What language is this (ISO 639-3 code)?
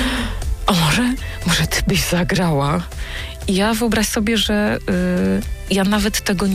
pol